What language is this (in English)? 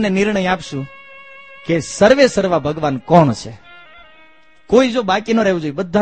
Gujarati